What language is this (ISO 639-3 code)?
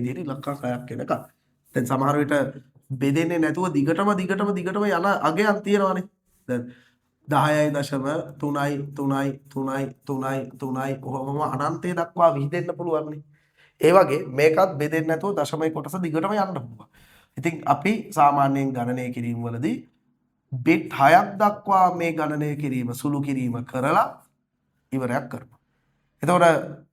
sin